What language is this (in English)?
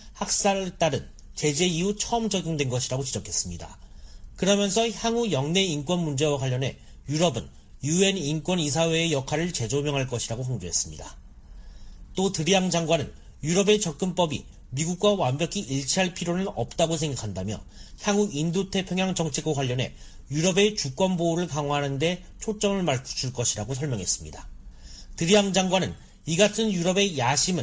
Korean